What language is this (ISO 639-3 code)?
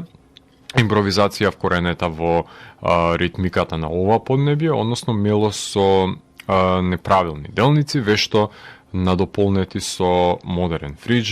mkd